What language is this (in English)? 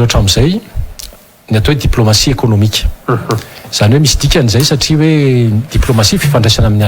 Malagasy